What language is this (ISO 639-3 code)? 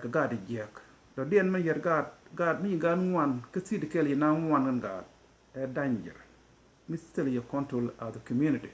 nus